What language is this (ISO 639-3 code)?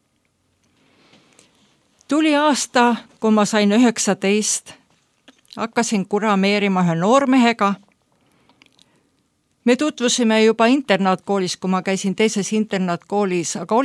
est